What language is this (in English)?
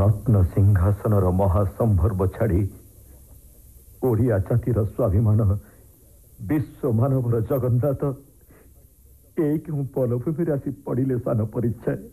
Odia